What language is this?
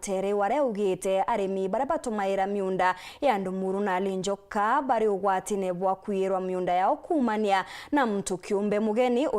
Meru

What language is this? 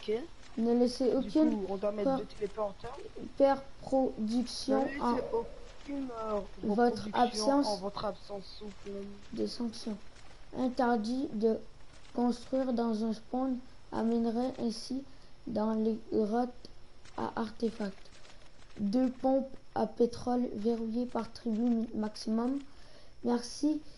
French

